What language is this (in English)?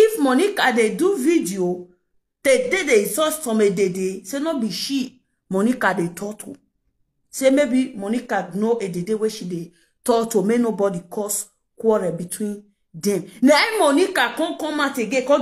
Nigerian Pidgin